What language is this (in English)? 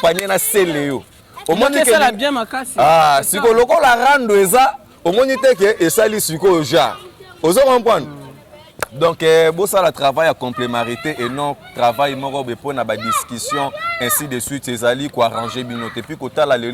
Lingala